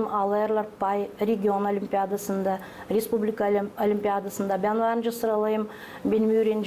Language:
Gagauz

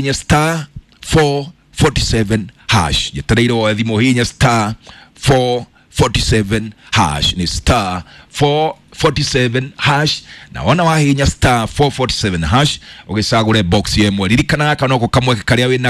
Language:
Kikuyu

